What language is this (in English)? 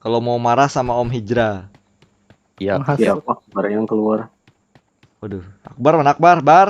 Banjar